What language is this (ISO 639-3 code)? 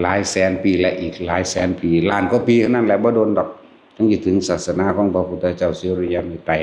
tts